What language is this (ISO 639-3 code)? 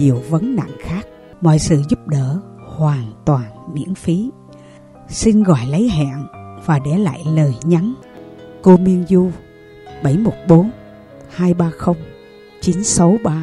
vie